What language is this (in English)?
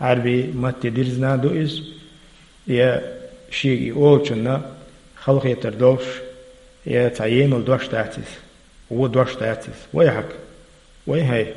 Chechen